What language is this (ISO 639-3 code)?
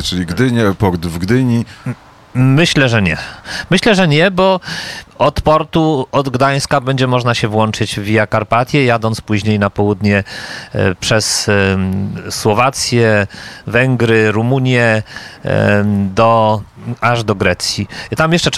pol